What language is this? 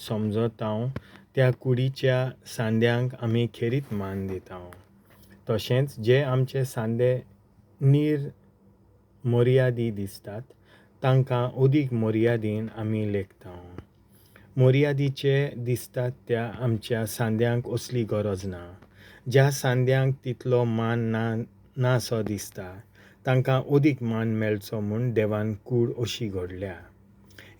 Konkani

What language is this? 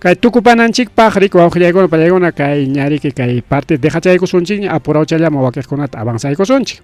Ayacucho Quechua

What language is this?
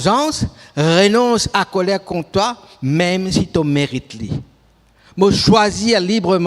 Morisyen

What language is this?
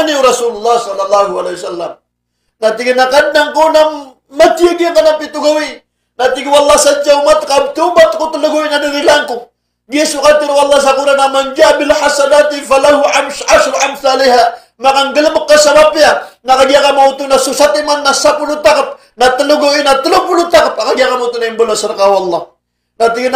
Maranao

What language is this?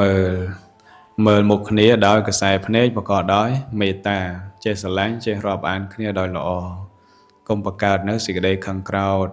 Khmer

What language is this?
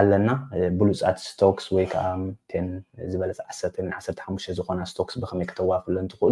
Tigrinya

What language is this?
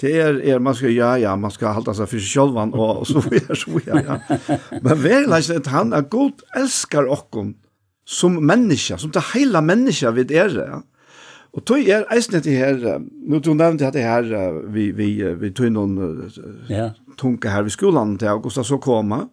Faroese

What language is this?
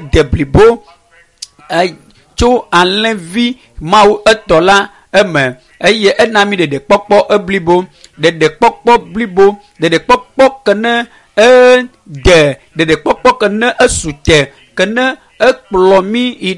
Ewe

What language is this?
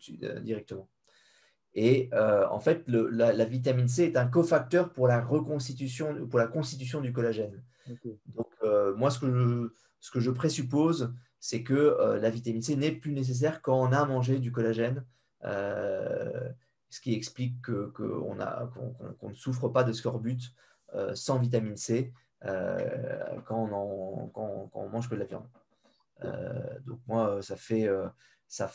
French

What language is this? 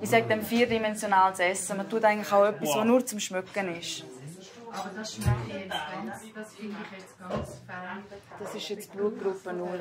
Romansh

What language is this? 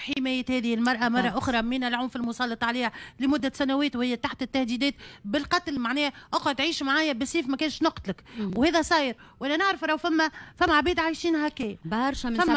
Tunisian Arabic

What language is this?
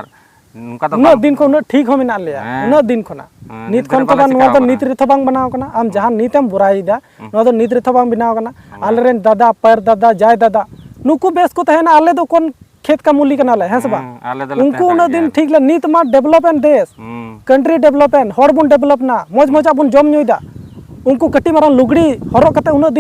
Santali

